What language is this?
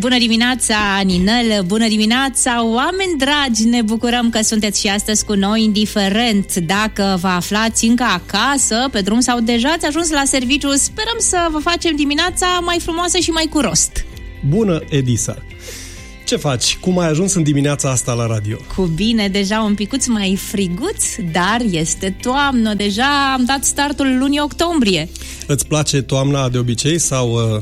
Romanian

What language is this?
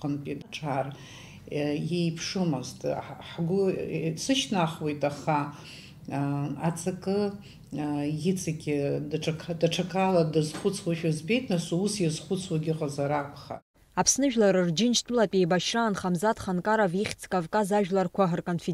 Abkhazian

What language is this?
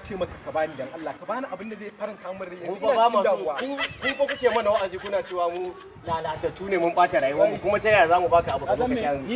Hausa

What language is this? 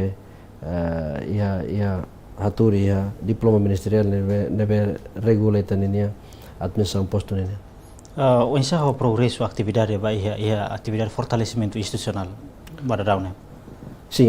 Tetum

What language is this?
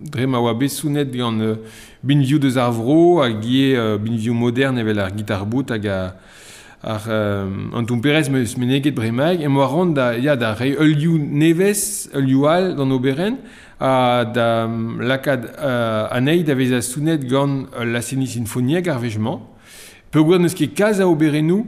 Breton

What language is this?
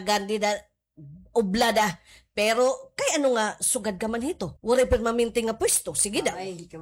Waray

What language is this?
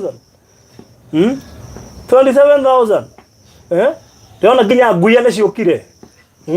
Kikuyu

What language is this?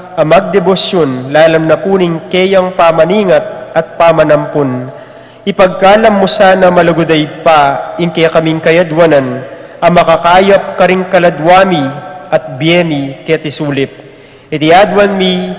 Pampanga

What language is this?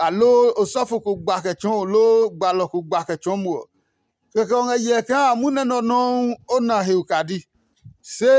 Adangme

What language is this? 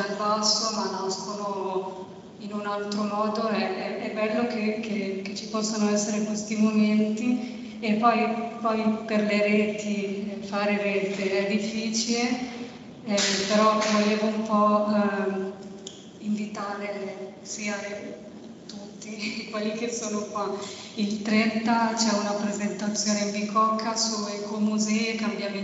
Italian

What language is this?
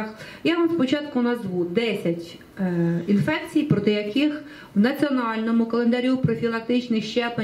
Ukrainian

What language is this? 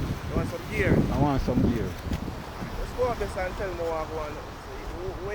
Jamaican Creole English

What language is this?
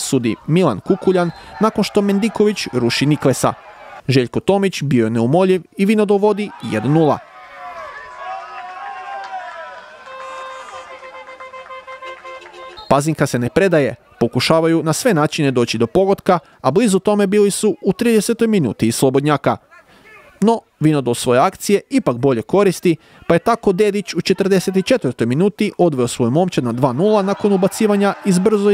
Croatian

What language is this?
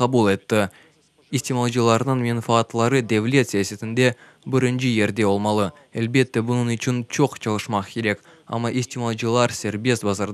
Crimean Tatar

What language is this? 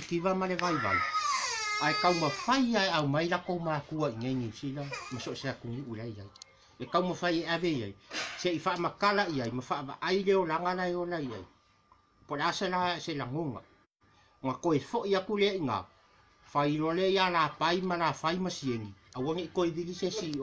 Samoan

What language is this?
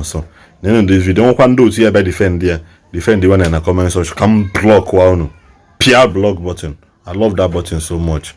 Igbo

